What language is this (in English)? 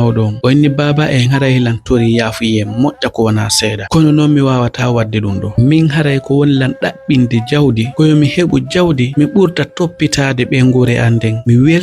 Fula